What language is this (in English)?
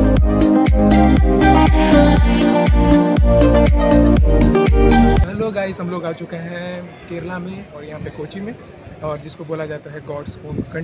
Hindi